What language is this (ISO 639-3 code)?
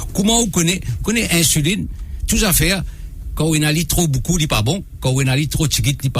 mfe